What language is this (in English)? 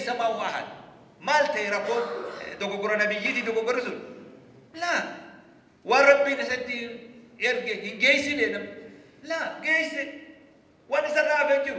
Oromo